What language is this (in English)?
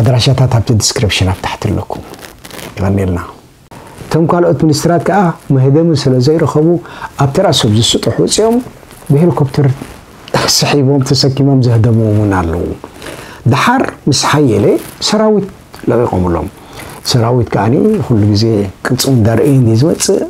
Tigrinya